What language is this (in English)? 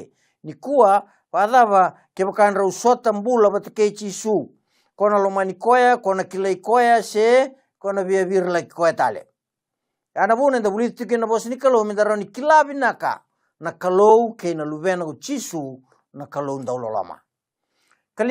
Fijian